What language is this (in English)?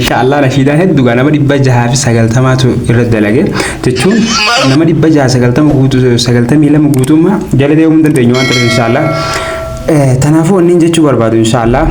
Oromo